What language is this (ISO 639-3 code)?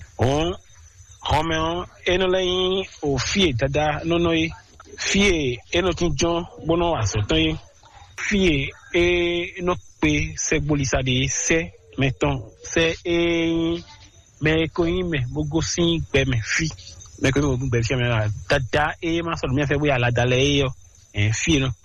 fon